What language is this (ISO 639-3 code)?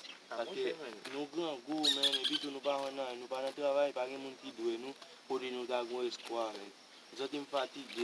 hat